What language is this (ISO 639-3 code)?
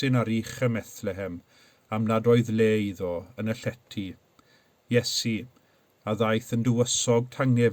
cym